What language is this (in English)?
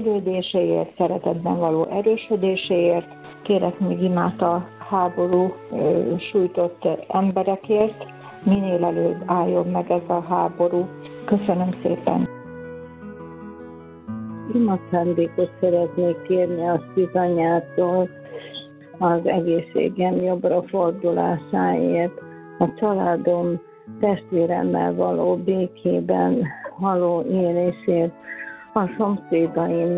Hungarian